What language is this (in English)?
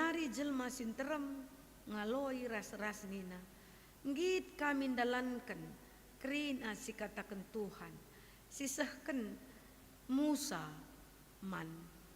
Batak Karo